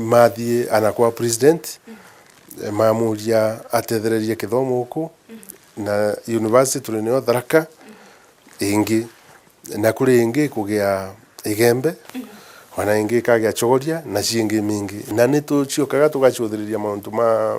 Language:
Meru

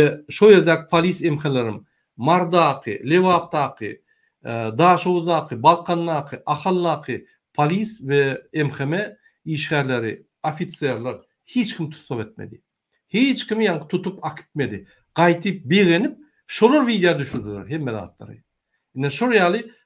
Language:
Turkmen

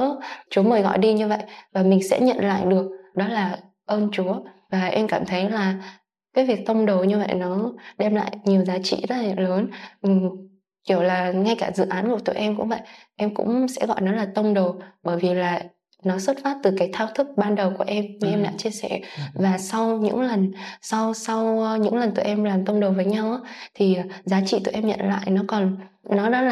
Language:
Vietnamese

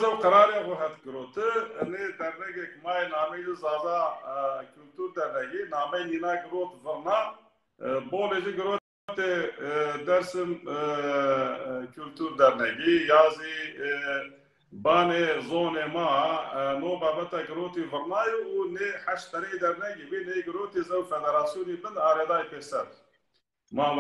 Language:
Zaza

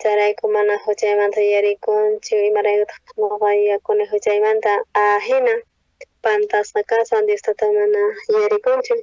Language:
South Bolivian Quechua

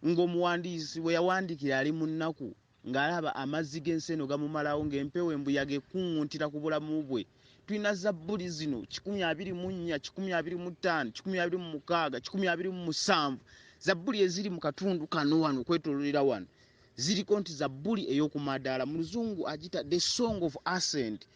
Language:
Ganda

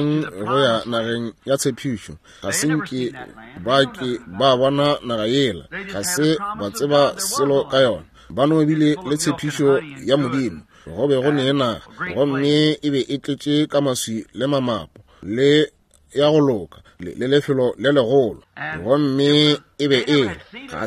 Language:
Northern Sotho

